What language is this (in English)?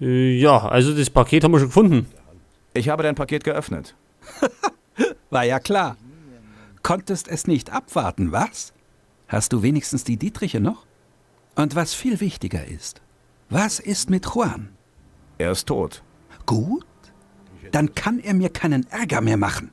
Bavarian